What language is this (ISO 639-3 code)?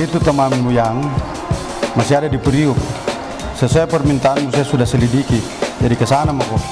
mfp